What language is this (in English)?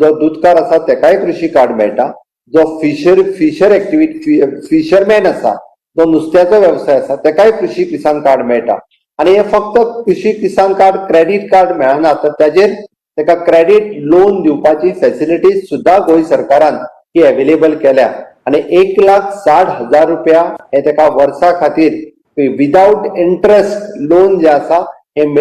Konkani